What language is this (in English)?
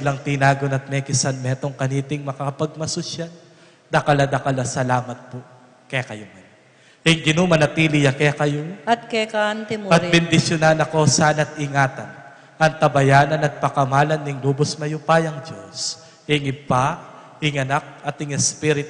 Pampanga